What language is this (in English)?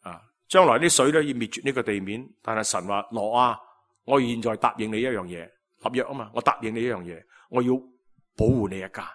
Cantonese